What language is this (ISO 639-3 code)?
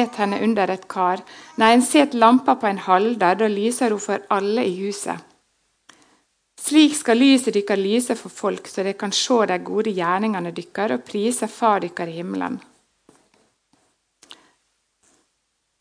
nor